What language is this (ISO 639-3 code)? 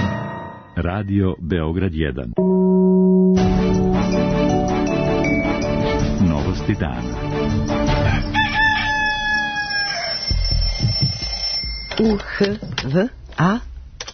srp